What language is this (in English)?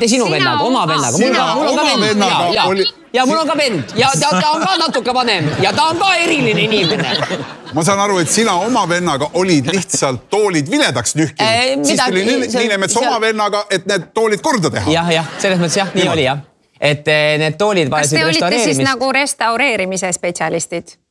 Estonian